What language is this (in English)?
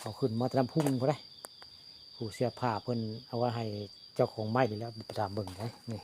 Northeastern Thai